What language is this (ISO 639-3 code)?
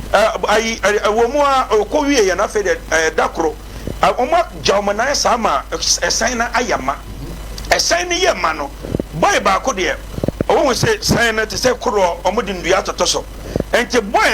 aka